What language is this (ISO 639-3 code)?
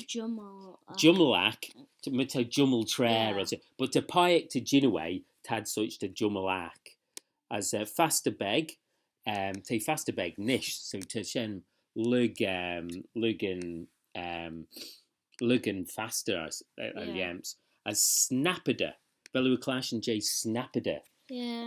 glv